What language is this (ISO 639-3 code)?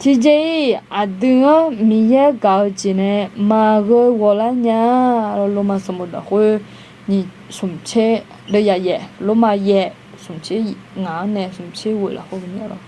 ahk